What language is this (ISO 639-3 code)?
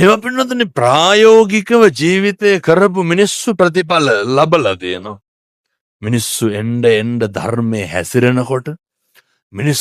sin